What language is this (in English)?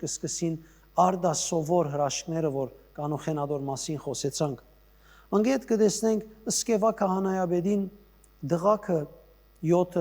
Western Armenian